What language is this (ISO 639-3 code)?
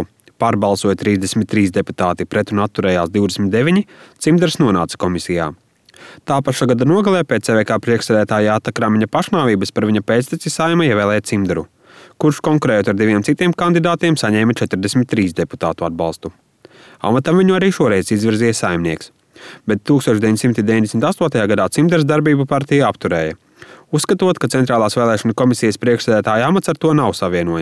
lav